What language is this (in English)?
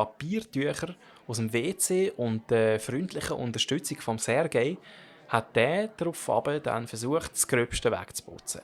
Swiss German